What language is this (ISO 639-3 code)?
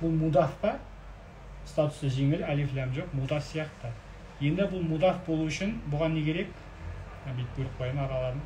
kaz